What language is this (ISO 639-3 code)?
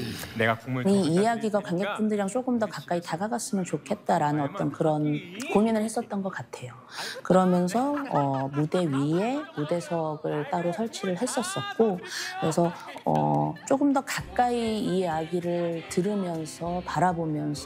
kor